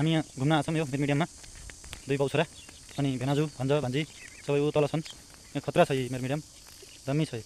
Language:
Nepali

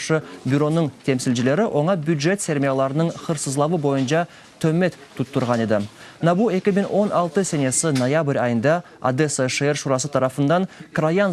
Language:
Crimean Tatar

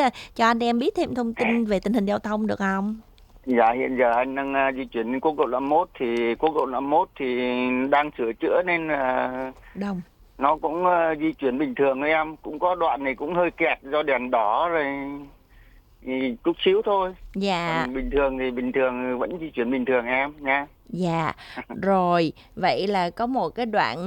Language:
Vietnamese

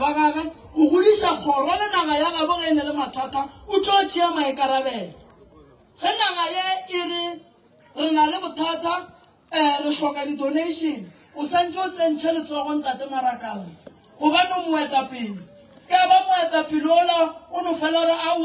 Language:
Northern Sotho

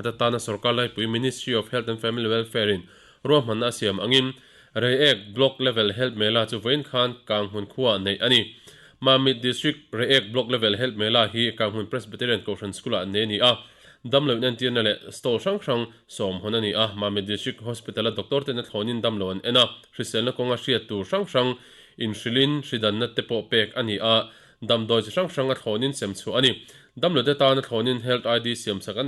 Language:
Mizo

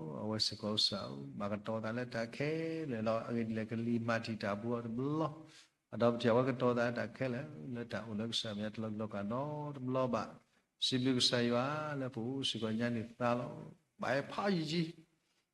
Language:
S'gaw Karen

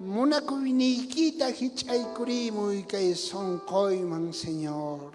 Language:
South Bolivian Quechua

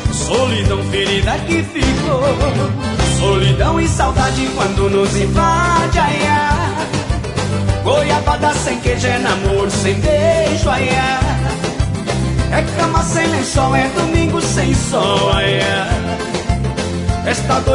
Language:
Portuguese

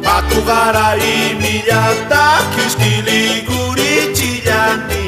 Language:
South Bolivian Quechua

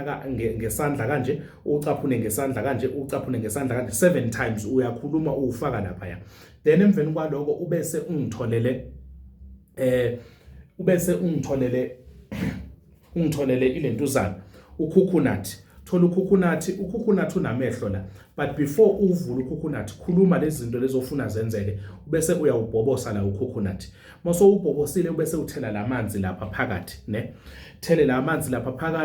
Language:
Zulu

